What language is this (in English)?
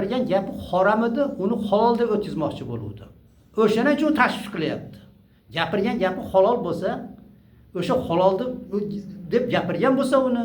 Uzbek